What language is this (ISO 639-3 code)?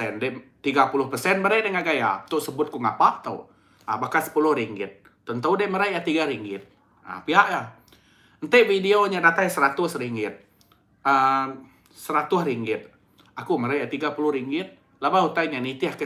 iba